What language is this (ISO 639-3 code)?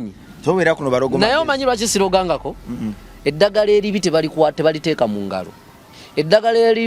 lug